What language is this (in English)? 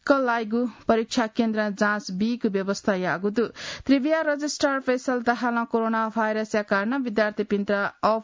Newari